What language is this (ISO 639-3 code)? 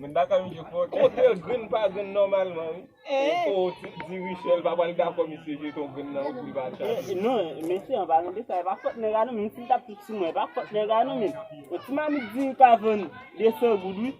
hat